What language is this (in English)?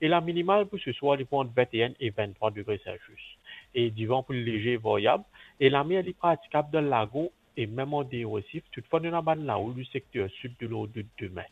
Morisyen